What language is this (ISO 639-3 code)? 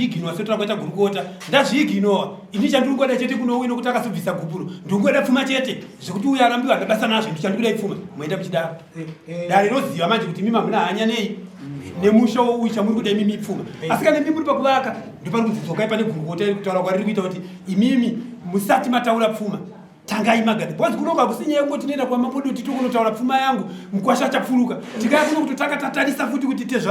sna